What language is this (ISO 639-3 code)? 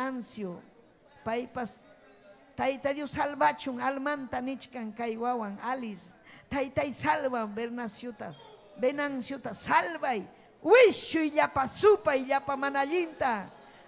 quy